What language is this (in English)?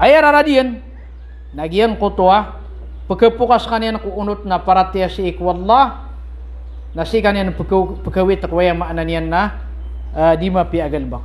Maranao